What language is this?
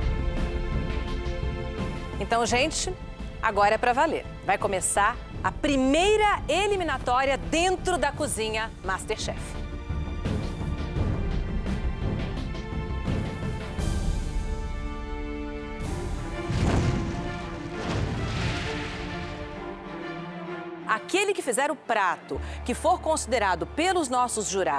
Portuguese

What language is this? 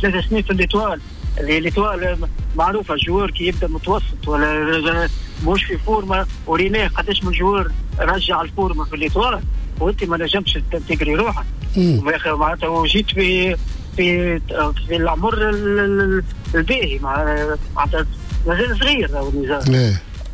Tunisian Arabic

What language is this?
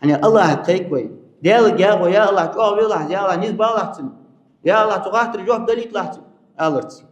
Ingush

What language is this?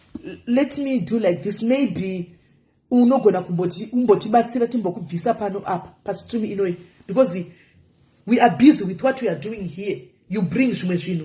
Shona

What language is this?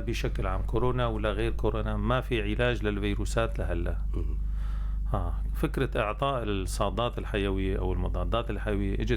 North Levantine Arabic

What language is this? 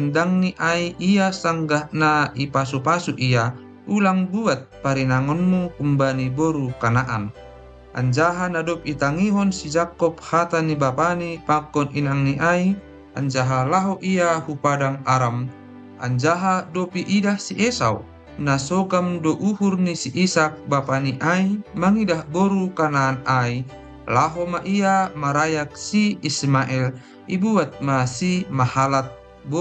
Batak Simalungun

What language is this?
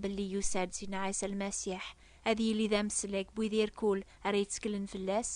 Kabyle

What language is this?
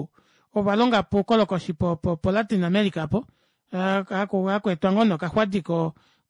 Kuanyama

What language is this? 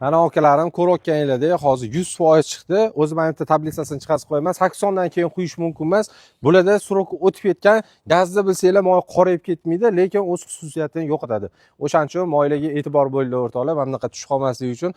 Uzbek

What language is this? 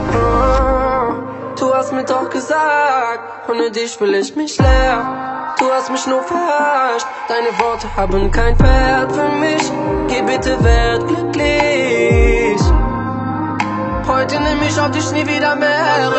German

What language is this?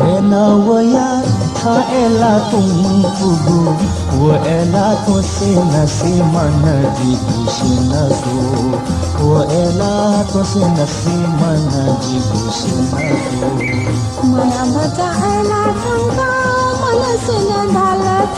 Newari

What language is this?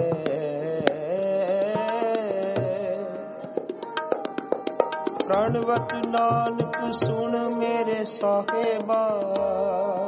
Punjabi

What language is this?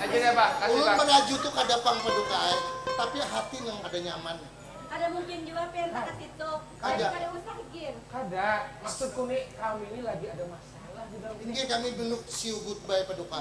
Banjar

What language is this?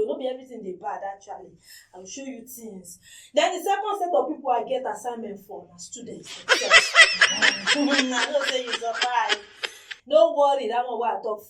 Nigerian Pidgin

